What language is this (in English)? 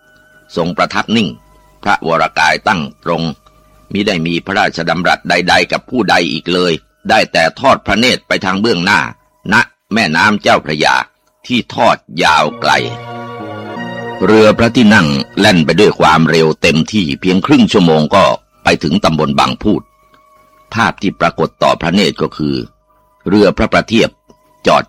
Thai